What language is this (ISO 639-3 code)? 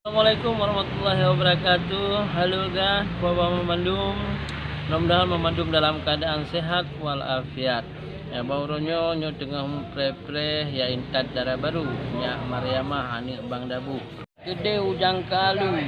ace